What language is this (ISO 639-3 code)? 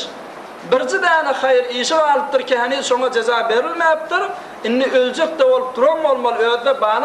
tuk